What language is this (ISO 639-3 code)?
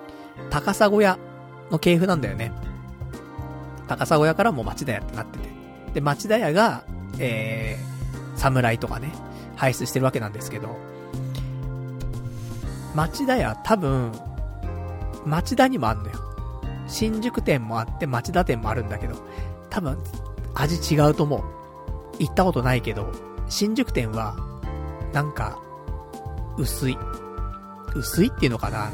jpn